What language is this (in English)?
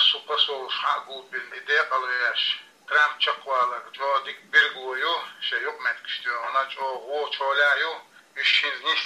Chechen